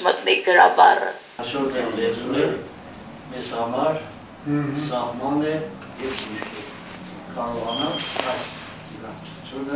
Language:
Armenian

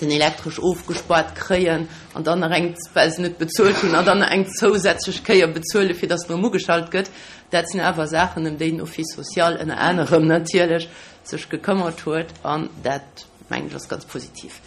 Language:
Luxembourgish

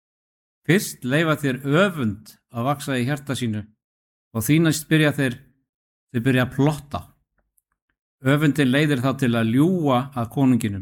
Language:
Icelandic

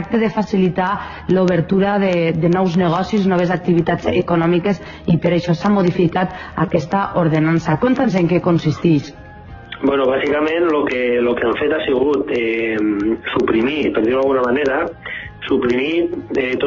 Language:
Catalan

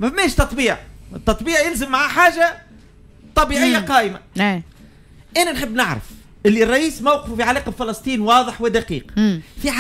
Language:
Tunisian Arabic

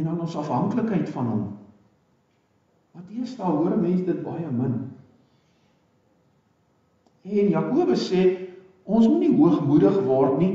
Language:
Afrikaans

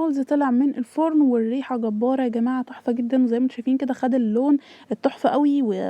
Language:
Egyptian Arabic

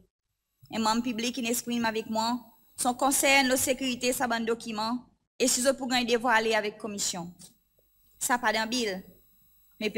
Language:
Seselwa Creole French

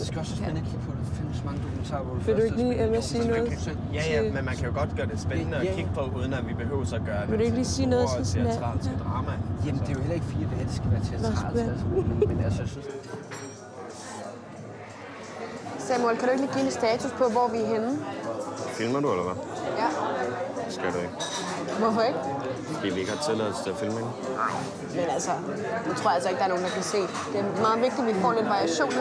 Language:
Danish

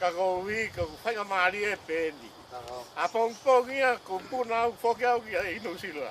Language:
Tongan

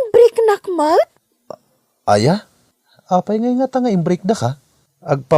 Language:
Iloko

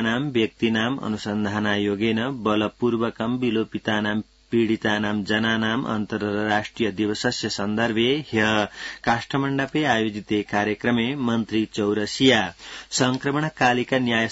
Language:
Sanskrit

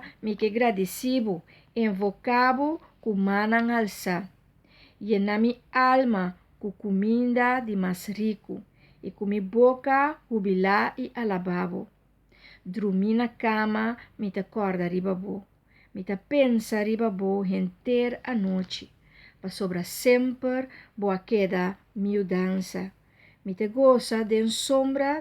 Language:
Papiamento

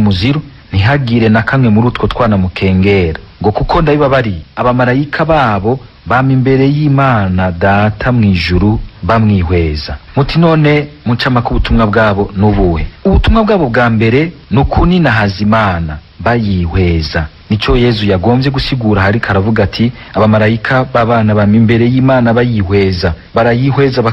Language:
Rundi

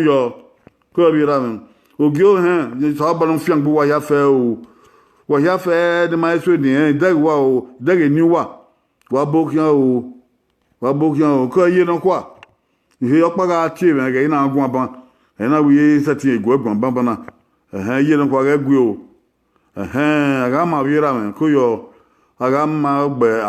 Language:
Bini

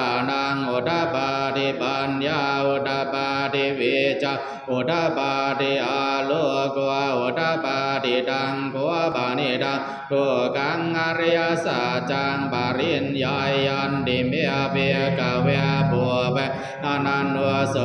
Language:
Pali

